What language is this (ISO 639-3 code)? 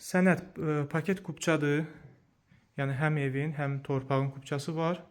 aze